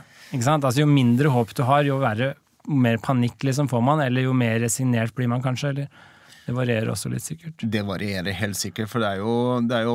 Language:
Norwegian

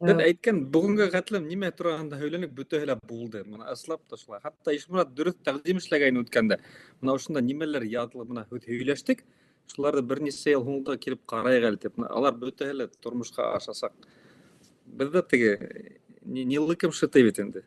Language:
Bashkir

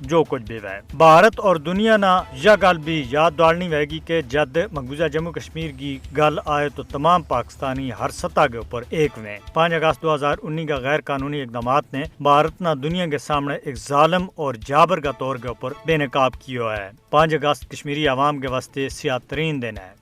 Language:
Gujari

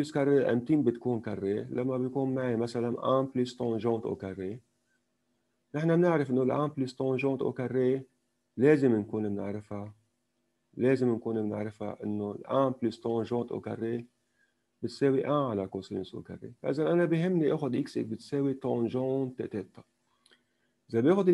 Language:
North Levantine Arabic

